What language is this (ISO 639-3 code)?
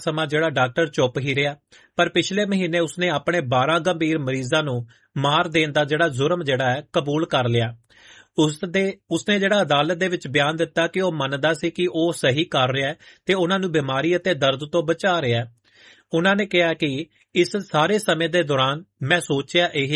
pan